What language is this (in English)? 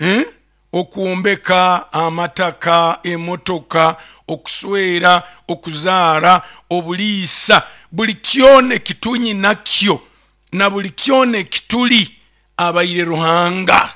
Nyoro